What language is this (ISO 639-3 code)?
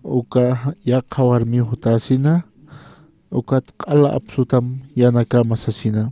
aym